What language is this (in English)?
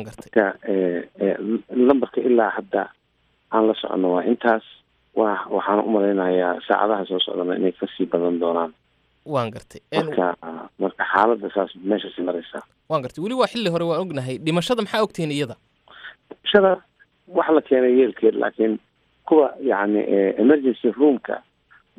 Somali